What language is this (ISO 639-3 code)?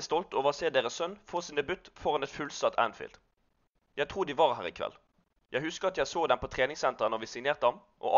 nor